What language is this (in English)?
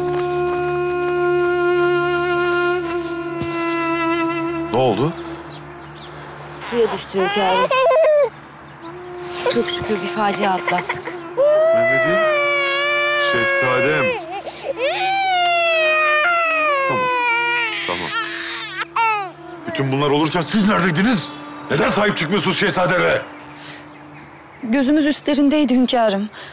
Turkish